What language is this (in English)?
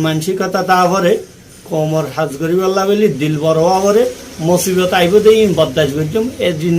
Rohingya